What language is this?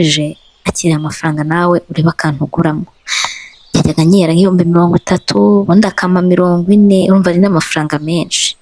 Kinyarwanda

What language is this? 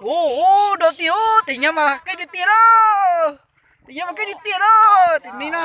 Hmong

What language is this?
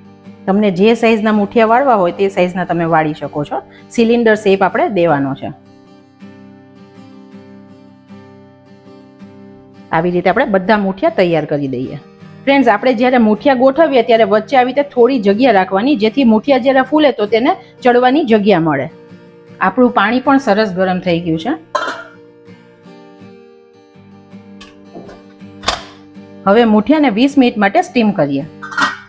Gujarati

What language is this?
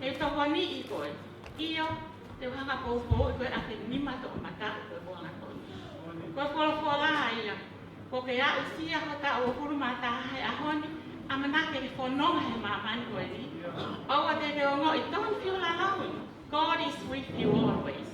Tongan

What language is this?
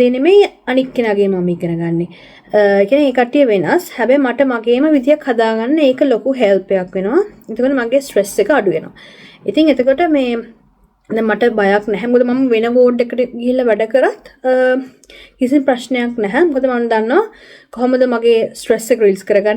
Sinhala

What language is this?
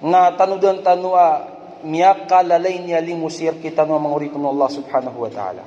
Maranao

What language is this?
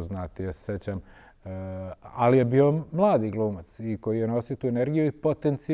Serbian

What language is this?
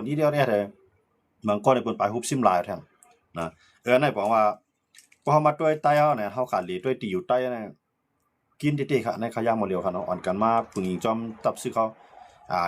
Shan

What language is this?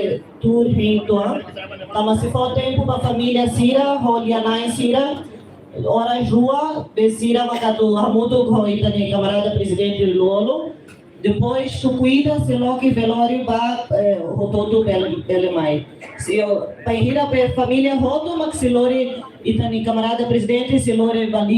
Tetum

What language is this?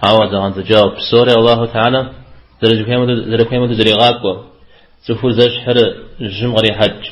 Kabardian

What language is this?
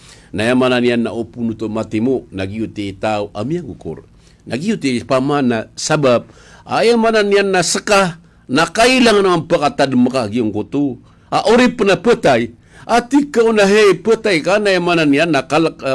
Maranao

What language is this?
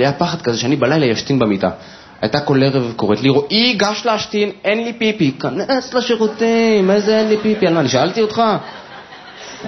Hebrew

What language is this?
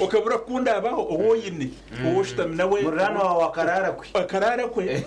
Nyankole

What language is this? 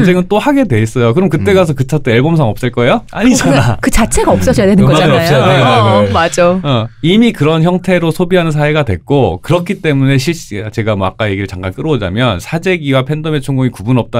Korean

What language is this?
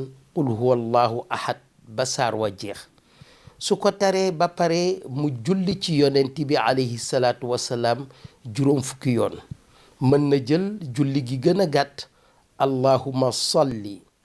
Wolof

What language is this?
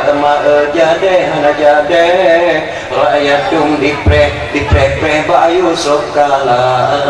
Achinese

